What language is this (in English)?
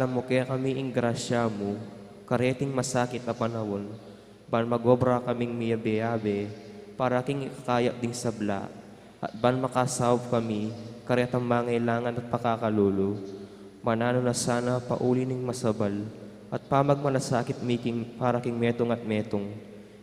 Pampanga